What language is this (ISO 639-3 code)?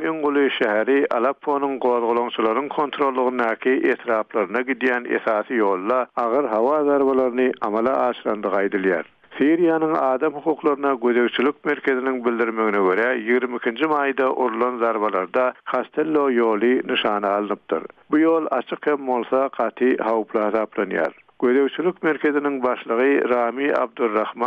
tuk